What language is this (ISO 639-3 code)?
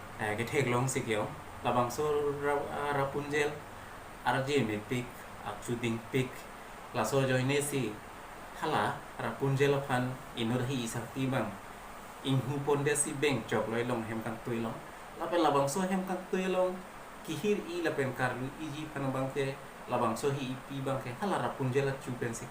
mjw